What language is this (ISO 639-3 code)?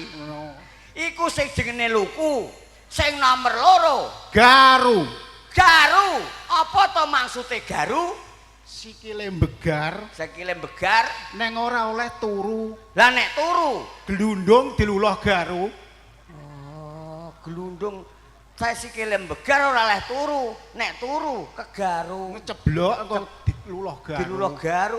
jav